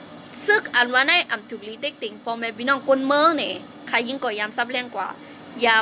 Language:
Shan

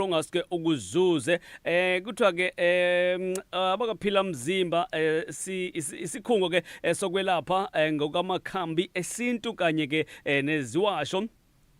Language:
Zulu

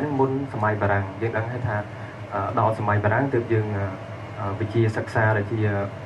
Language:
Khmer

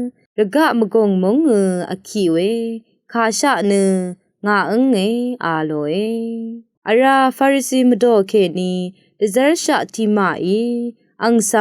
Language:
Rawang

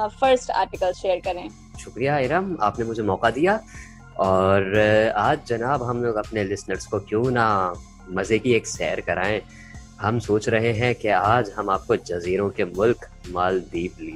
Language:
Urdu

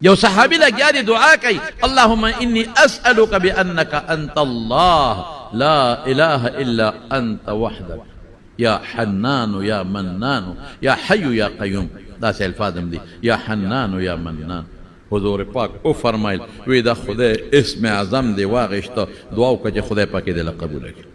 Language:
Pashto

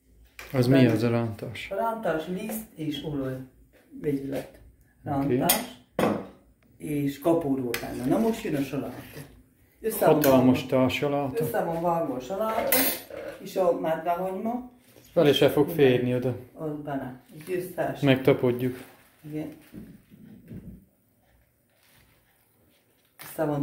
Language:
Hungarian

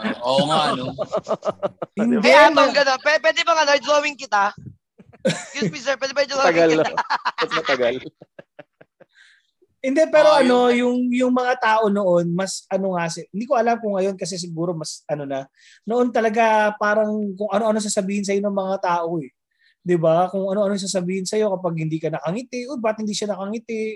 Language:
Filipino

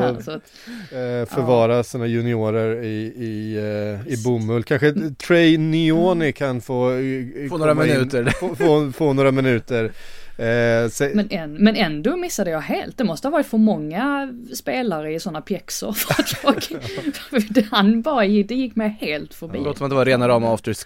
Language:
Swedish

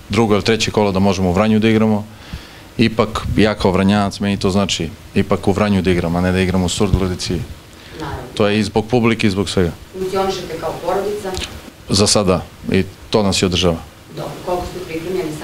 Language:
Serbian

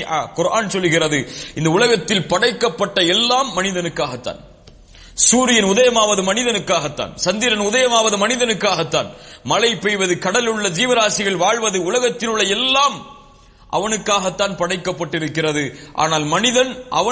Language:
Tamil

